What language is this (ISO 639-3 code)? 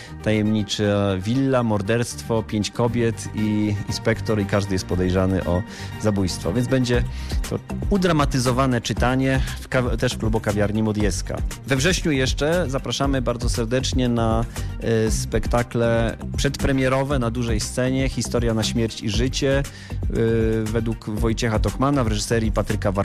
pol